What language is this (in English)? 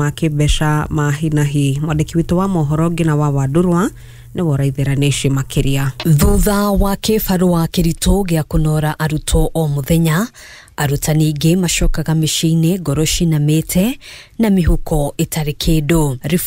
Kikuyu